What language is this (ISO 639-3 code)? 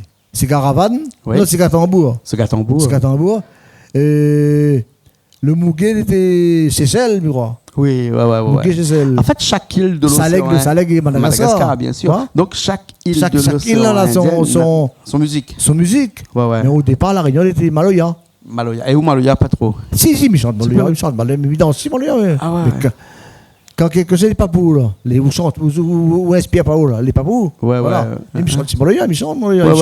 rcf